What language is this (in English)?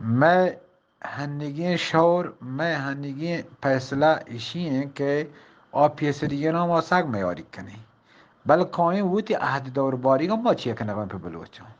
Eastern Balochi